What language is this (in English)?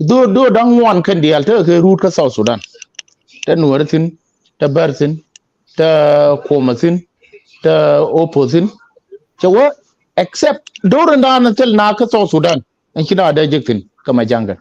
Nuer